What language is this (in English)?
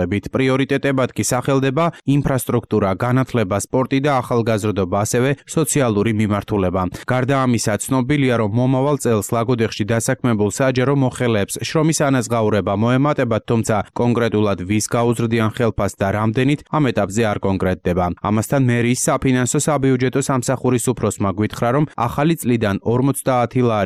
Georgian